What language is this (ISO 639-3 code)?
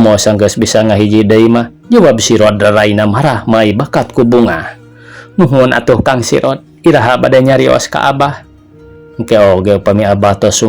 sun